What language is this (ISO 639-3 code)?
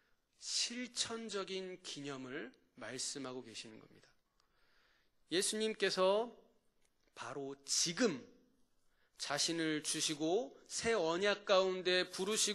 kor